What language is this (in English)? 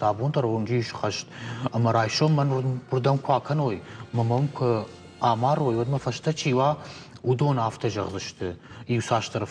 Ossetic